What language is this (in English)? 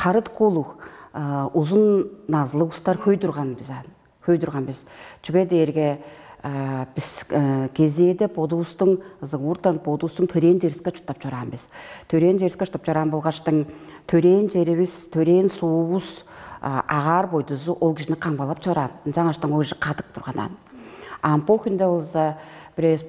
Tuvinian